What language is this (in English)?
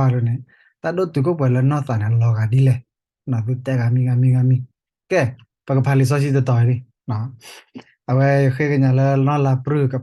S'gaw Karen